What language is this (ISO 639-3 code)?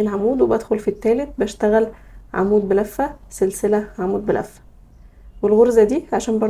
arz